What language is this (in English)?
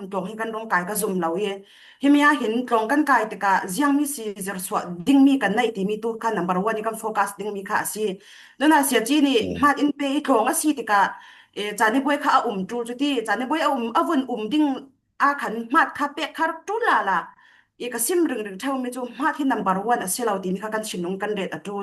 Falam Chin